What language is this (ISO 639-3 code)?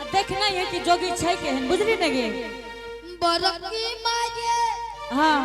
anp